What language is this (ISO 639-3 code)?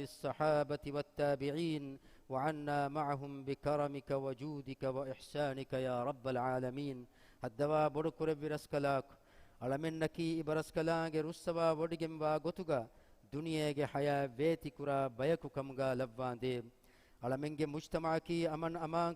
div